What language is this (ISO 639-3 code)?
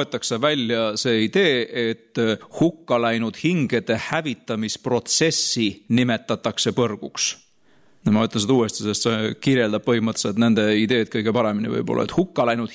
est